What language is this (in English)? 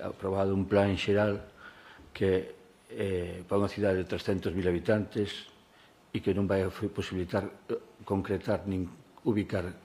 Galician